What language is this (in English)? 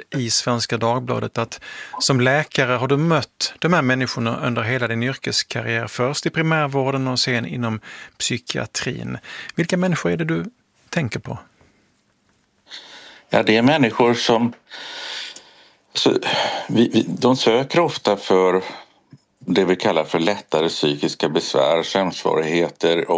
Swedish